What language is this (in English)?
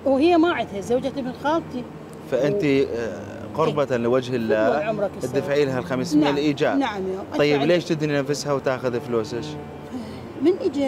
Mesopotamian Arabic